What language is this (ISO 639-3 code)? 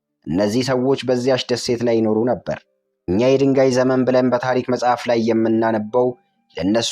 amh